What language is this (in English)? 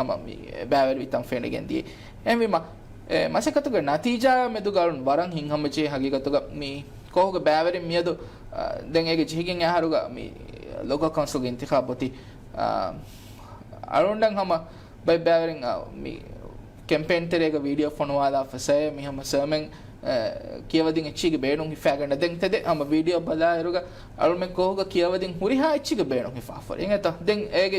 Divehi